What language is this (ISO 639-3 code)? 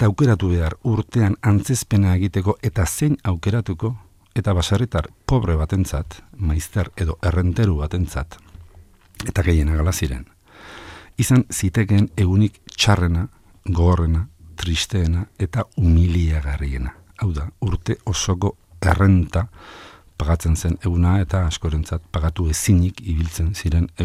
eus